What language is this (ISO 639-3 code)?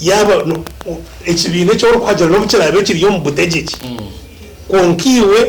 nyn